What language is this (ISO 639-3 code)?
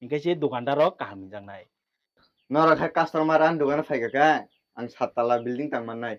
trp